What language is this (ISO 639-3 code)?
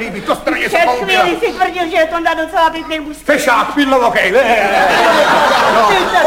ces